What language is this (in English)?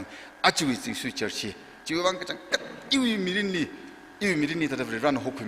Tangkhul Naga (India)